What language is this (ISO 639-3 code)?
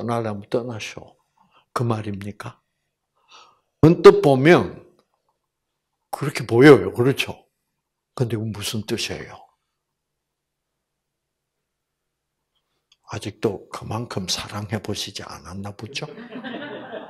kor